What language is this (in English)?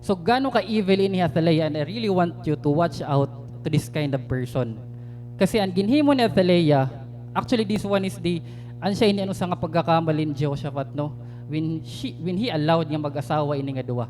Waray